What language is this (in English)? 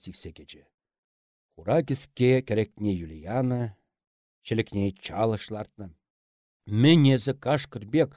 Chuvash